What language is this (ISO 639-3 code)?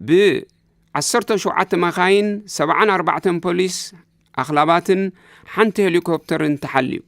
tir